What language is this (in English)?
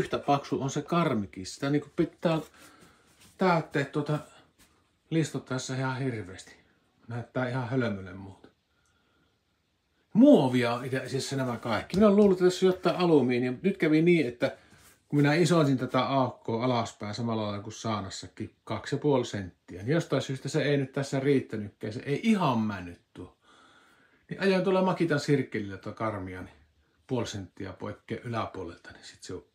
Finnish